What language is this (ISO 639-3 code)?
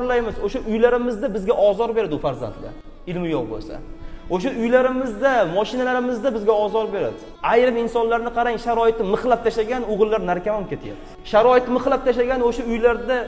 uzb